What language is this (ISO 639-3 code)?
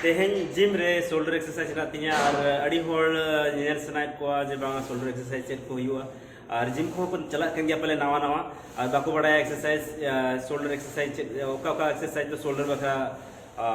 sat